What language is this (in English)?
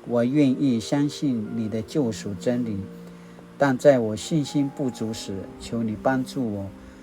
Paiwan